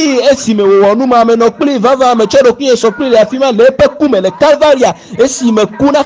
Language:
Ewe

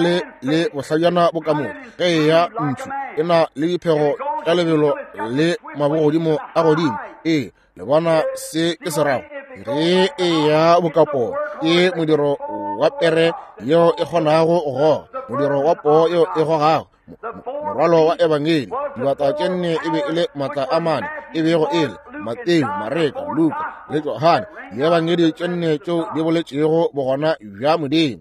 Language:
Northern Sotho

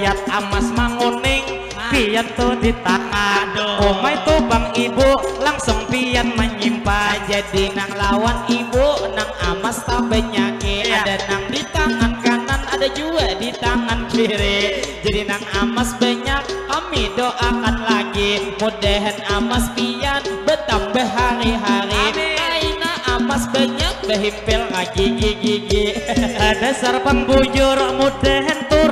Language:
Banjar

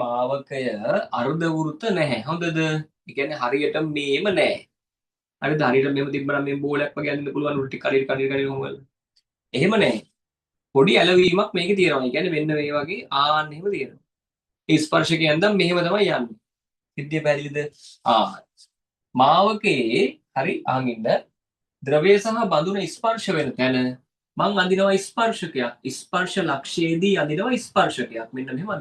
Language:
Sinhala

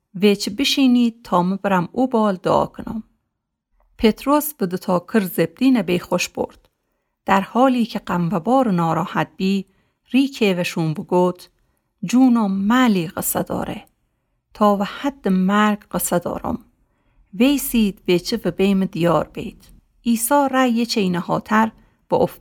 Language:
Gilaki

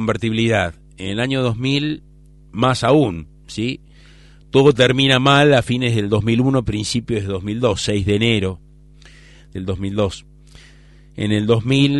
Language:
Spanish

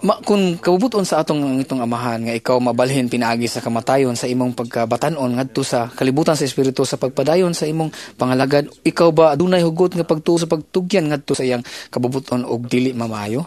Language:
Cebuano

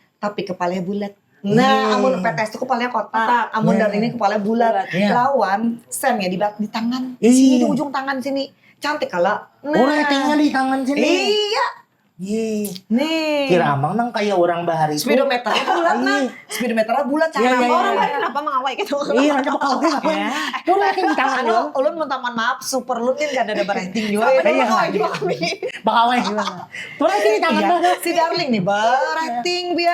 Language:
Banjar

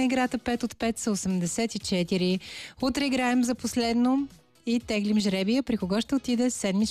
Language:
Bulgarian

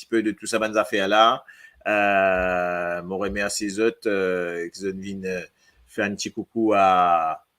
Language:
Morisyen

